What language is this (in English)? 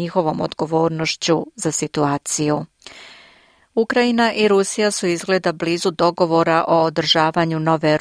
Serbian